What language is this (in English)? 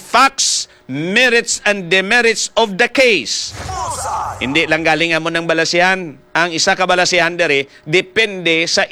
Hiligaynon